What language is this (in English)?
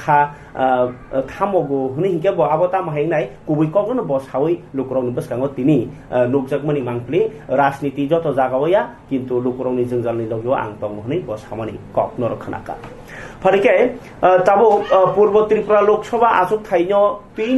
Kok Borok